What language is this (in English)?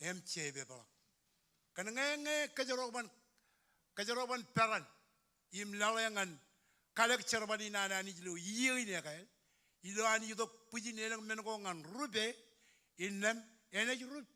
Marshallese